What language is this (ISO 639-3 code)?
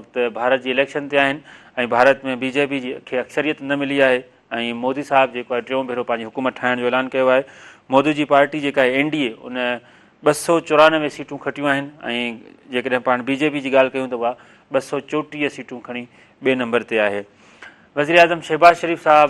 snd